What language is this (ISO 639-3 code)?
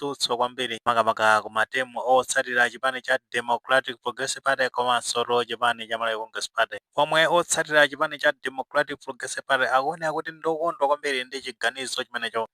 nya